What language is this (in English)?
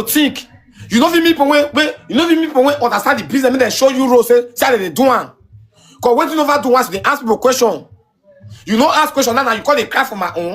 Nigerian Pidgin